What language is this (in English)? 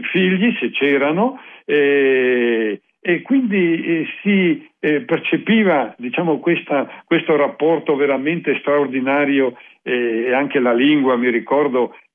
Italian